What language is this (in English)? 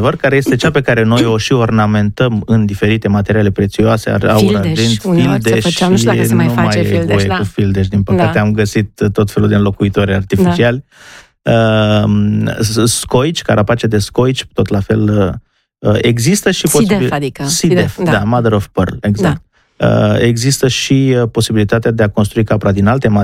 Romanian